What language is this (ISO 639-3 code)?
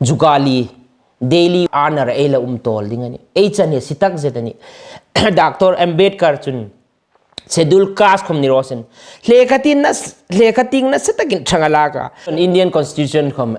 hmr